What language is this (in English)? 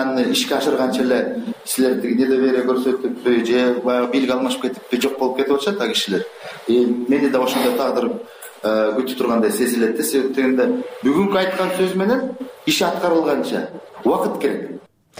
Kyrgyz